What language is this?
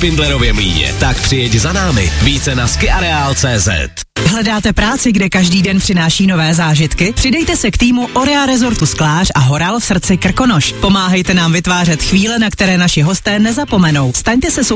Czech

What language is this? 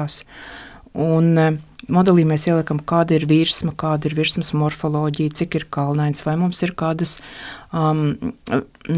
Latvian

